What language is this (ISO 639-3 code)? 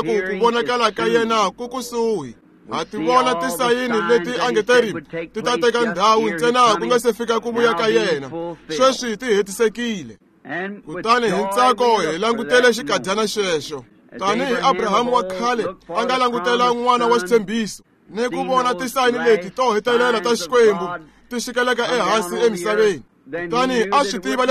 tso